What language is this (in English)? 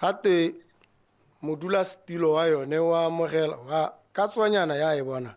Tswana